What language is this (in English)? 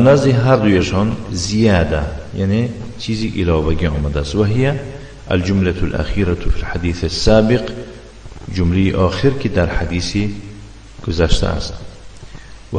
Tajik